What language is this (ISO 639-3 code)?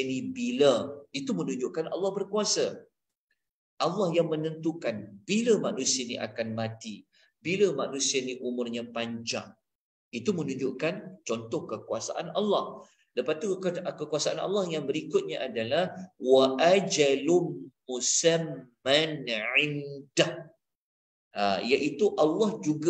msa